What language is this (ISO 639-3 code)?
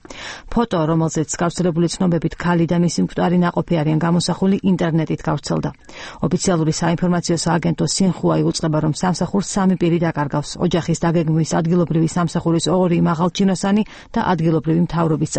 kat